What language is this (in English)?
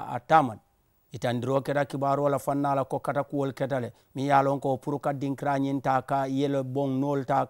Mandingo